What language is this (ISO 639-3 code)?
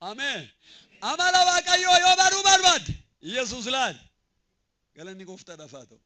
orm